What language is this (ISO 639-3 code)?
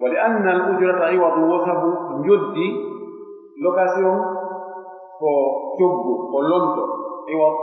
fuf